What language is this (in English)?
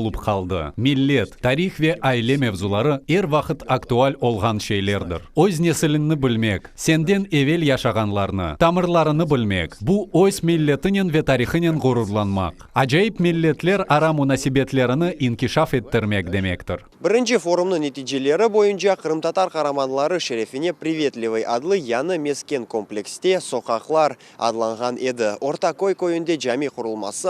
Crimean Tatar